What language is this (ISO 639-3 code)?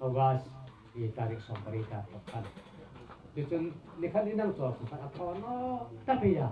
hmr